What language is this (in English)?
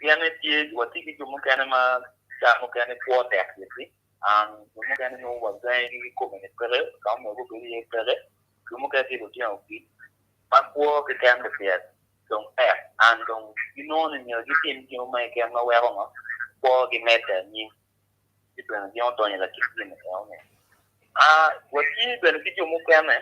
Acoli